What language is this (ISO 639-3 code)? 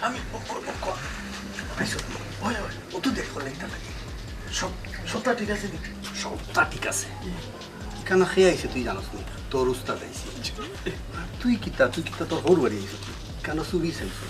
syl